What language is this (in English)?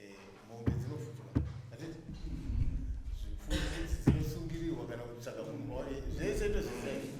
Shona